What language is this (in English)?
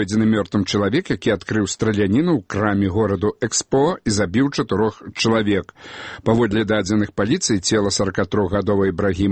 Belarusian